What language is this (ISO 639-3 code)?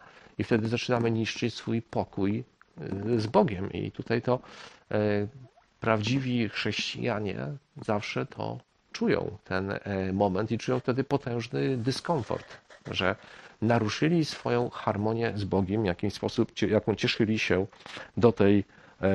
pol